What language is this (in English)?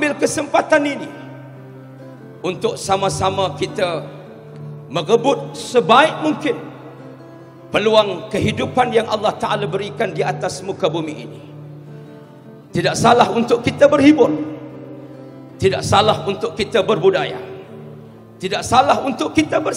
Malay